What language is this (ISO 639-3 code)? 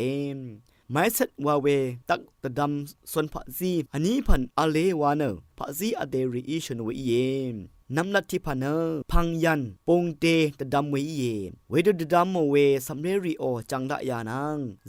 raw